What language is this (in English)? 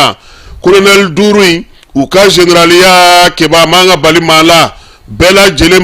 Bambara